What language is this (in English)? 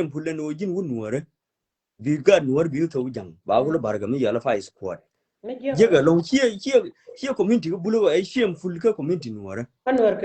Nuer